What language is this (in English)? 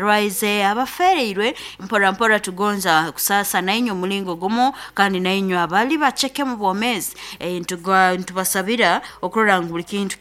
Nyankole